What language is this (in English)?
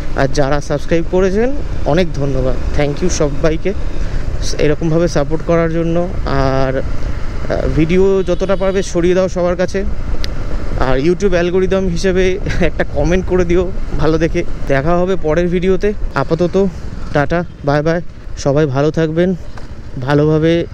Bangla